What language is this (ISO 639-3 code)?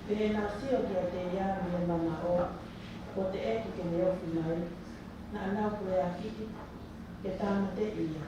ton